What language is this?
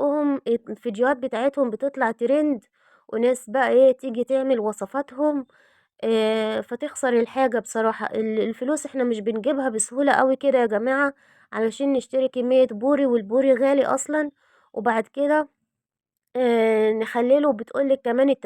Egyptian Arabic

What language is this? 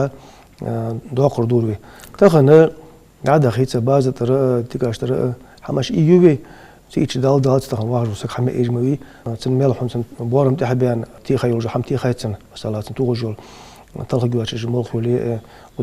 Ingush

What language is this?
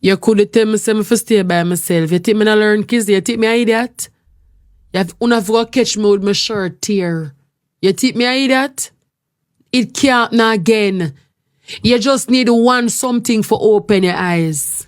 Jamaican Creole English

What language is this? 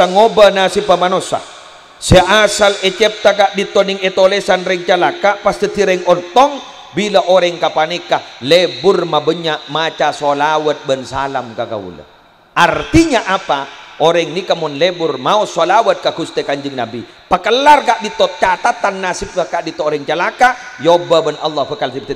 Madurese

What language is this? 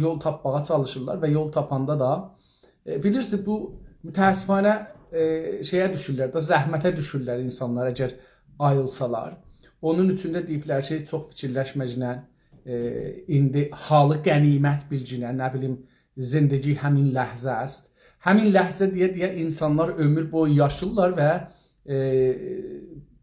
South Azerbaijani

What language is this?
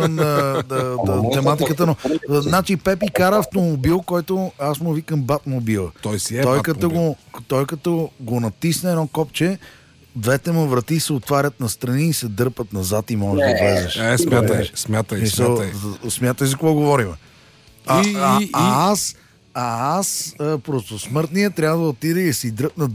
Bulgarian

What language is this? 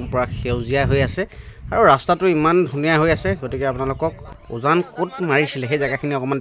Assamese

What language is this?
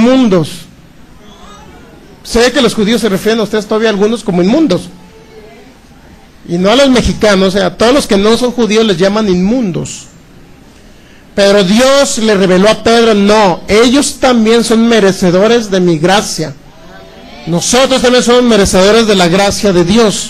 Spanish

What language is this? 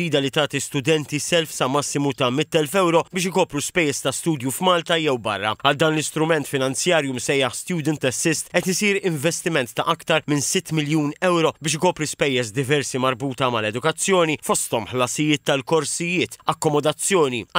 Maltese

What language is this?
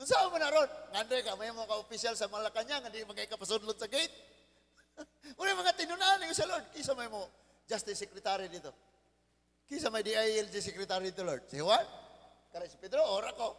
Cebuano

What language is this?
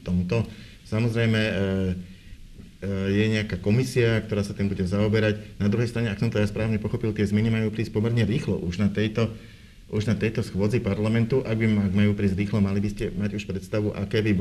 Slovak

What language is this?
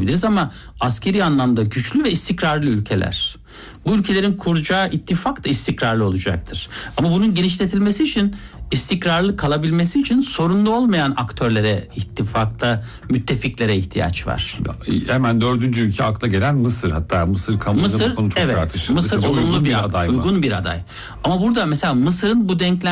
Turkish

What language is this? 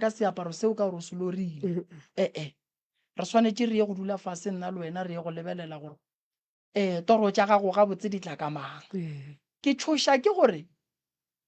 Northern Sotho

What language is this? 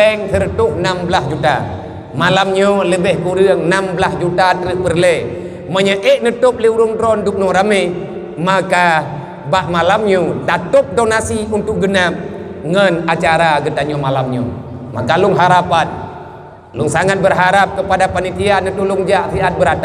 Achinese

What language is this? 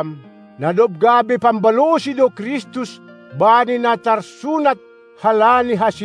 Batak Simalungun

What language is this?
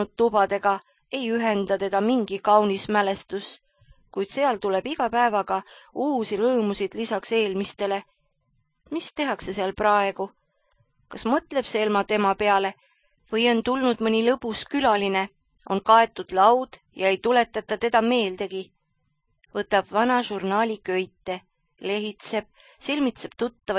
Estonian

